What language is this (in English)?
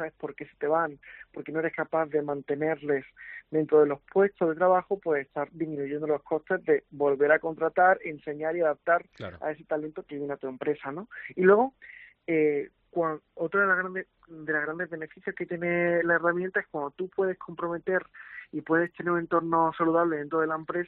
Spanish